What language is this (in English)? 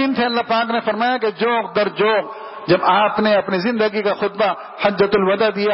Urdu